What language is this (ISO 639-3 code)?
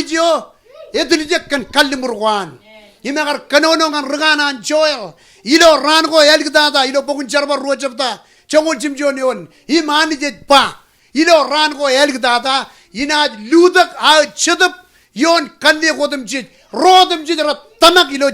mah